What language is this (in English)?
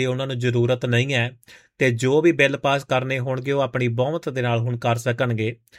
Punjabi